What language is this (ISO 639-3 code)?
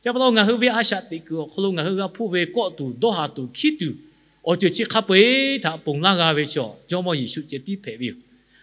lhu